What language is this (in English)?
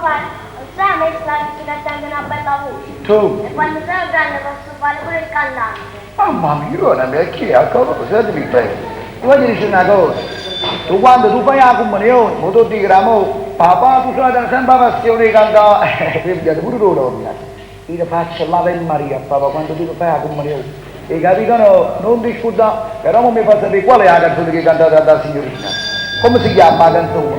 Neapolitan